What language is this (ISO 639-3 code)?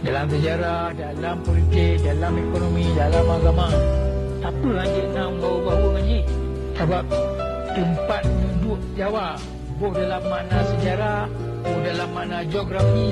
ace